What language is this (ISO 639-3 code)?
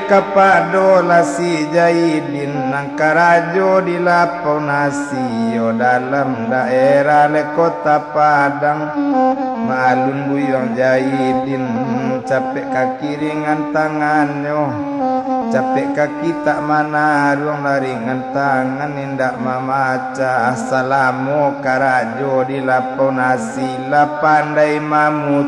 min